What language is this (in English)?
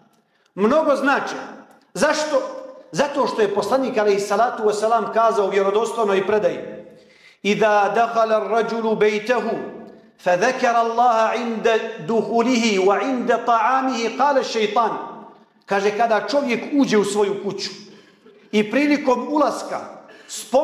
Bosnian